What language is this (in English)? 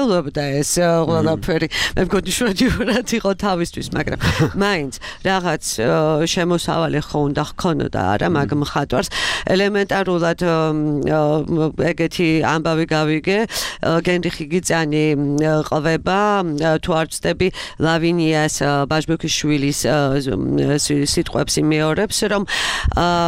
Georgian